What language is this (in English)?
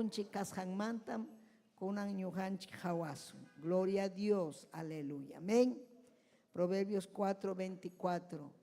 Ayacucho Quechua